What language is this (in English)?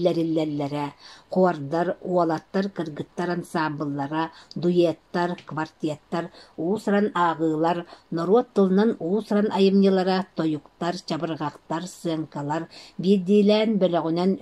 Yakut